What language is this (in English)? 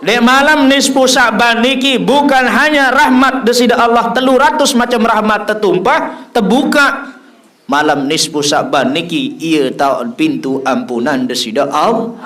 Sasak